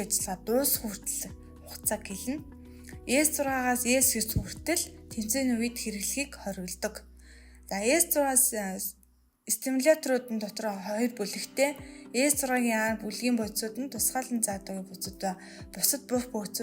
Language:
Mongolian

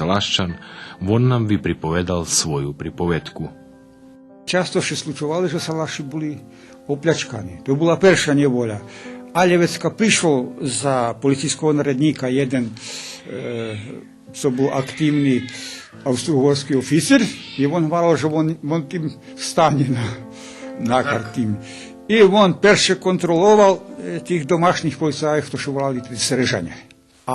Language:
Rusyn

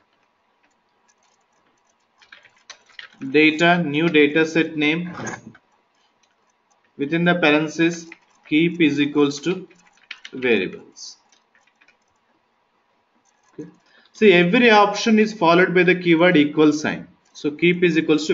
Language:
English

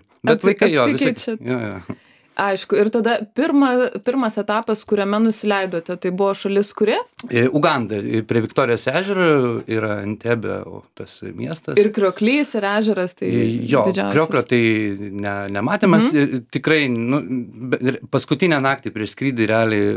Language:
Lithuanian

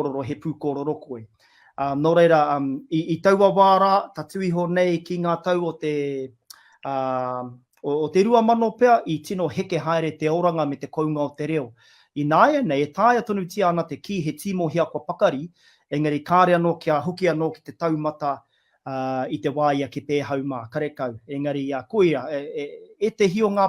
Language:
Māori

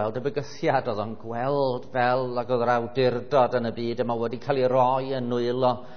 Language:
Welsh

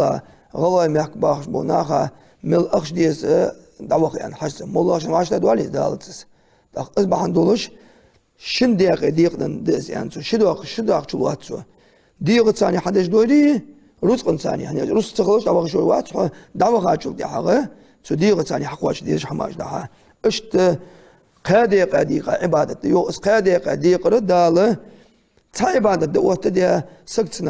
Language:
Ingush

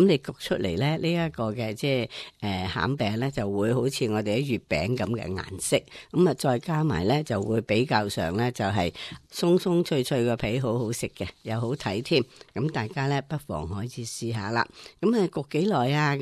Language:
Cantonese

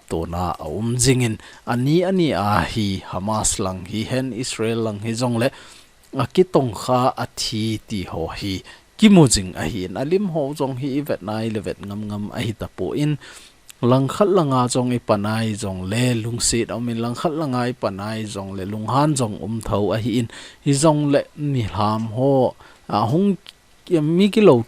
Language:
Thado Chin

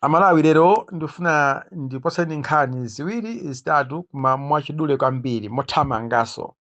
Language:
Nyanja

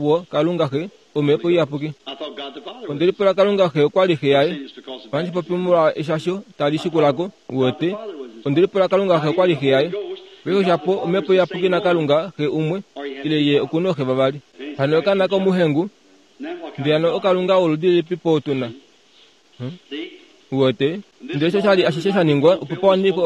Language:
Kuanyama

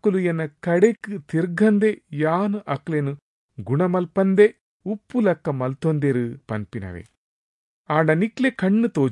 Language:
Tulu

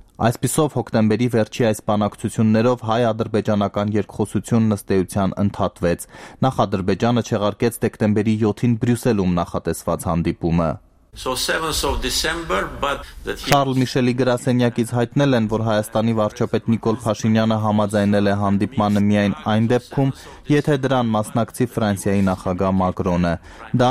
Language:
Armenian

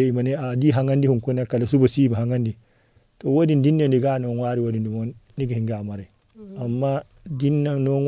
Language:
Zarma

